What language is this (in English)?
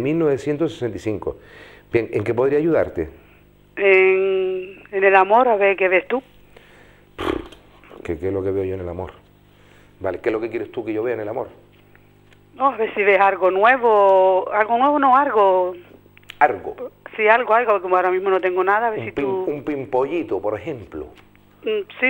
Spanish